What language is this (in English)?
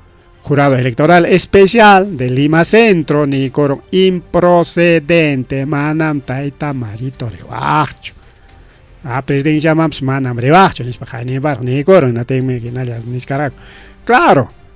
Ayacucho Quechua